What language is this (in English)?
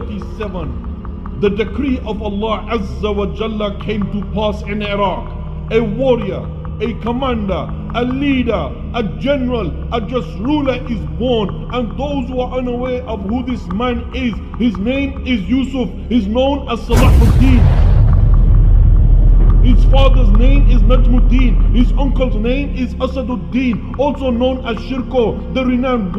English